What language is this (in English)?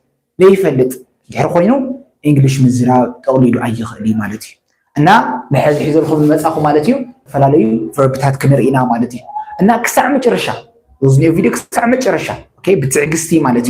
Tigrinya